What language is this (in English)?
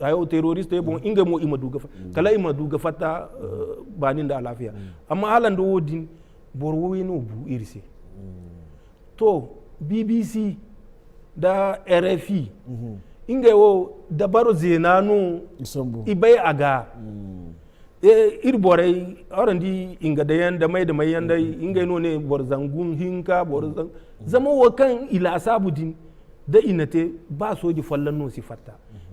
Zarma